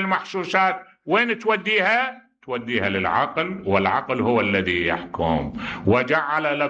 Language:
Mesopotamian Arabic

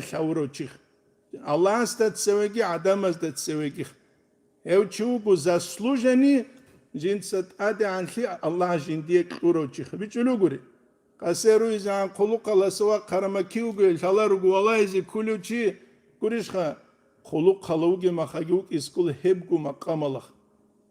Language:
Avaric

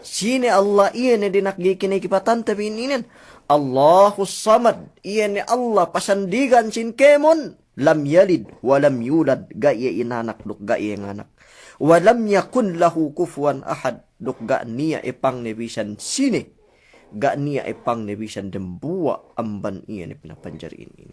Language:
Yakan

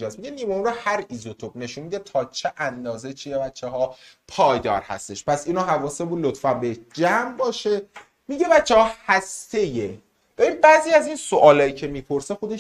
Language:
Persian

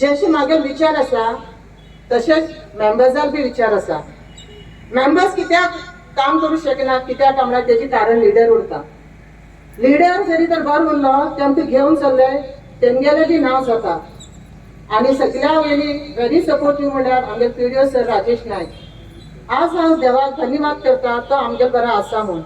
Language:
Konkani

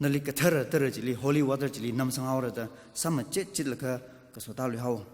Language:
Tangkhul Naga (India)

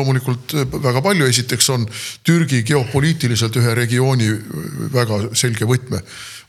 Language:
Estonian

